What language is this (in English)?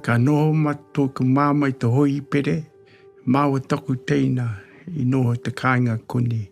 Māori